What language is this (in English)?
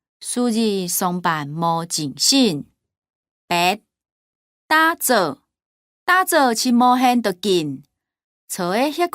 Hakka Chinese